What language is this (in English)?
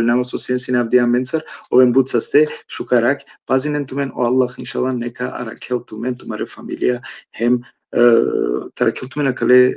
Balkan Romani